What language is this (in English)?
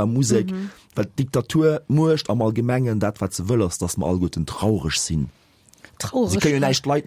Luxembourgish